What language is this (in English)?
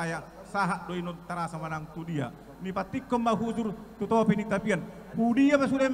Batak Toba